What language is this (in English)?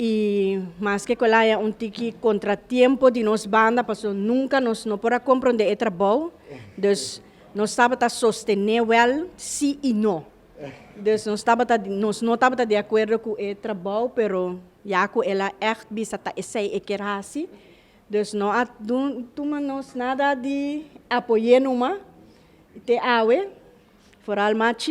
Papiamento